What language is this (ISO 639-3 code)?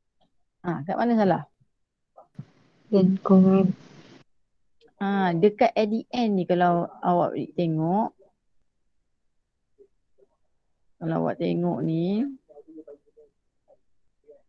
msa